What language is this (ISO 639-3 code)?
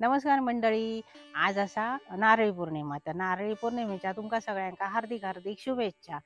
kok